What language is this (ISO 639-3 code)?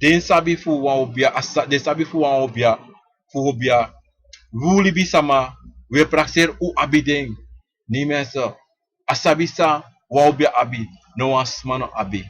srn